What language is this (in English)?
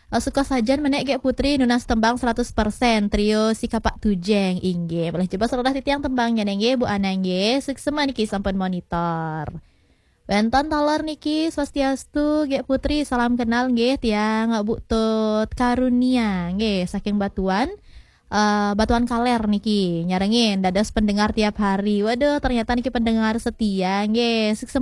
Balinese